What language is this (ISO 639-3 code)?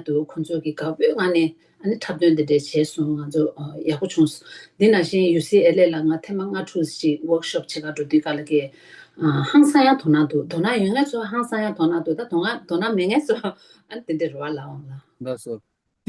bod